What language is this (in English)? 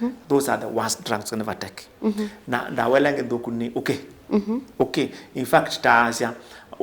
Kamba